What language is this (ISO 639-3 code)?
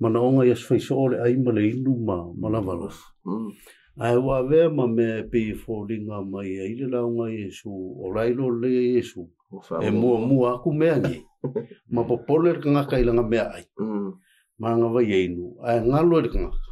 smo